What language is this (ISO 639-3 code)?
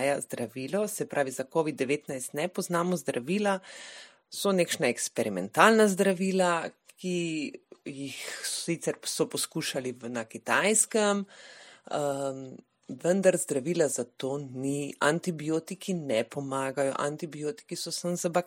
slv